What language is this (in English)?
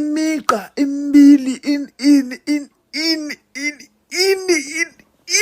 Zulu